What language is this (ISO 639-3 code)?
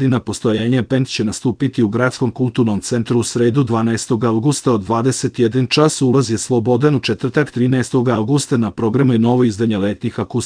srp